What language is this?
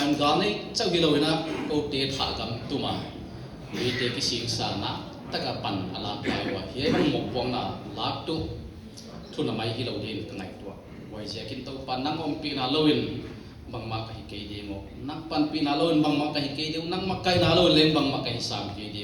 Paite Chin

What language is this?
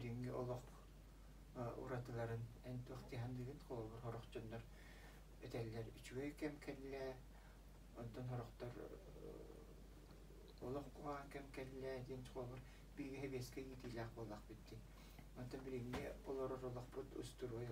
Yakut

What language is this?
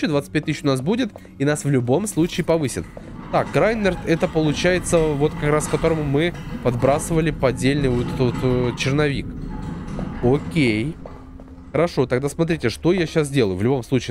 Russian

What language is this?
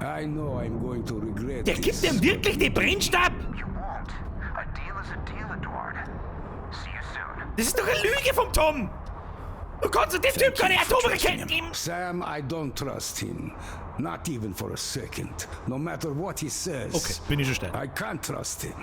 Bavarian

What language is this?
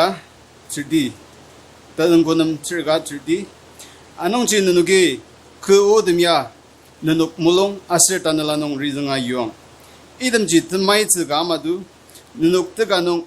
Ao Naga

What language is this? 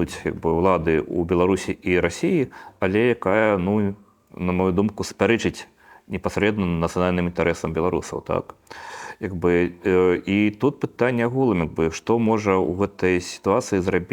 Belarusian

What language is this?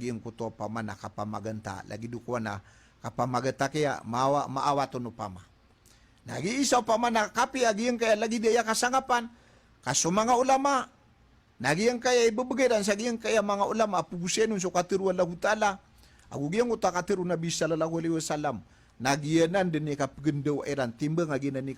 Maranao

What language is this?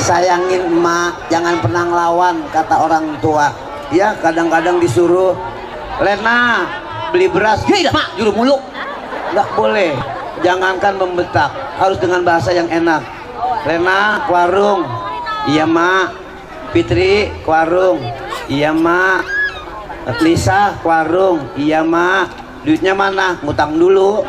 Betawi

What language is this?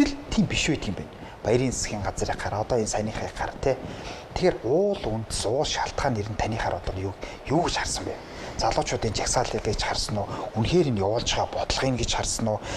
Mongolian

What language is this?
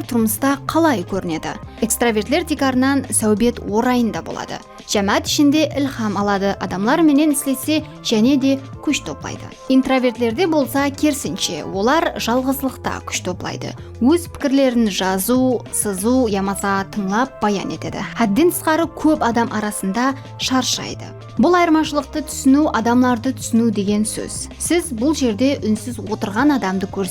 Kara-Kalpak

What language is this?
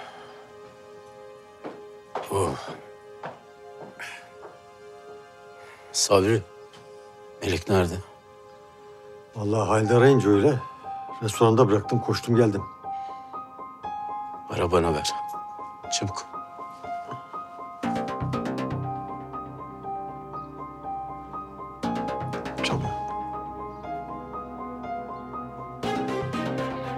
Turkish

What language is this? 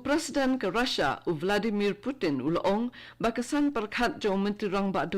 Khasi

